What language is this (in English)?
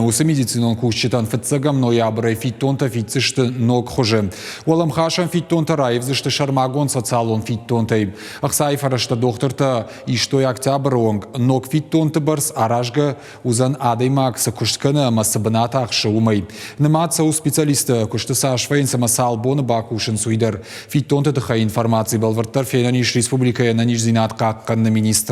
Ossetic